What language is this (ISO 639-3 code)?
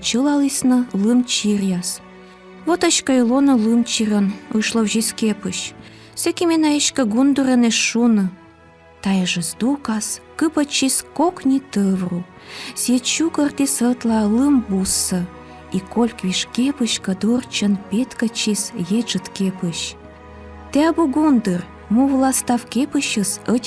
kom